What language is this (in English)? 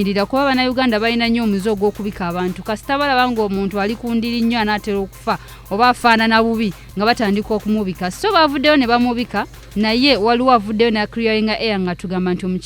Ganda